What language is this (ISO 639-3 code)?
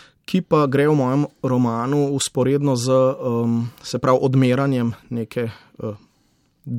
slv